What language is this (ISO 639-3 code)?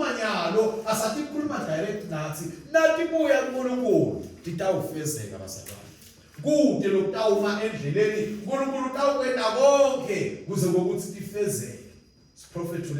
ssw